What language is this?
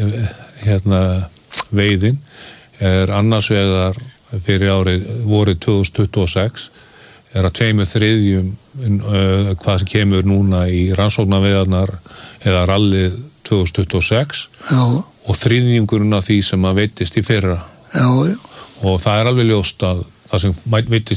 Icelandic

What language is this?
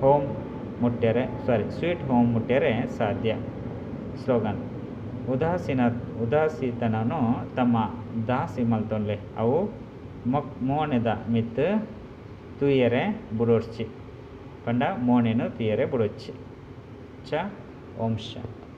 Tulu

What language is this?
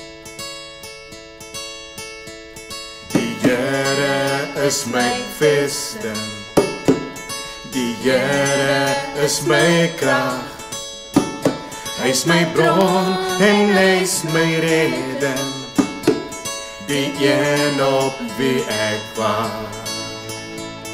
Afrikaans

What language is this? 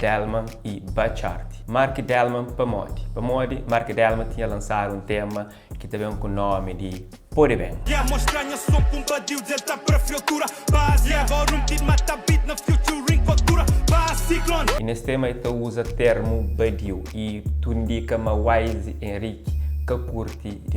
Kabuverdianu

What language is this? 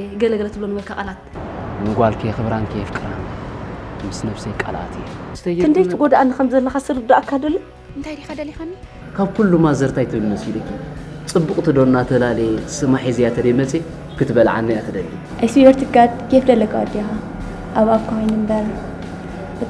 Tigrinya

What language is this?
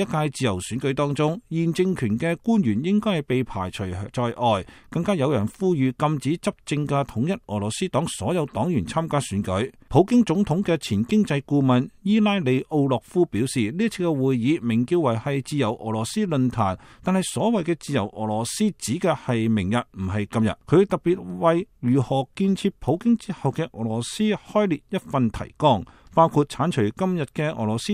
Cantonese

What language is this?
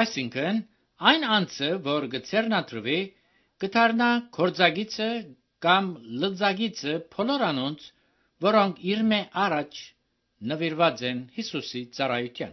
Armenian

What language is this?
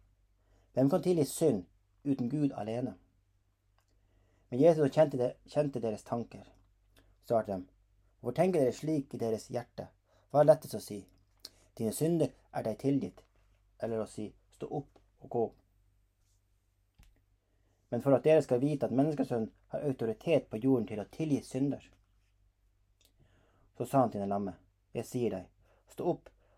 Norwegian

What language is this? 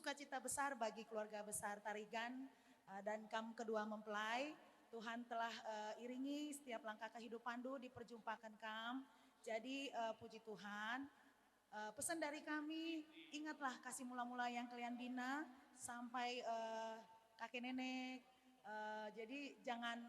Batak Karo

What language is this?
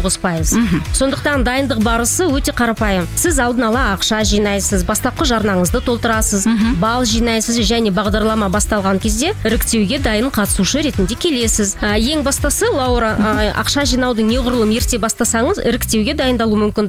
Kazakh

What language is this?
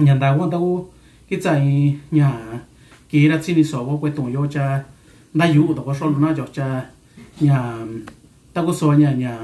Mixtepec Mixtec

